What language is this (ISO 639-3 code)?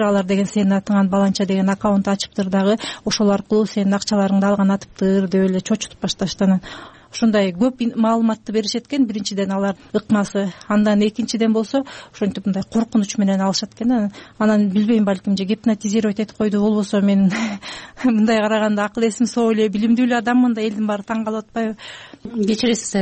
kir